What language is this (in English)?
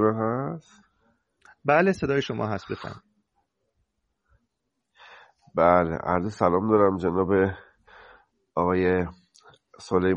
Persian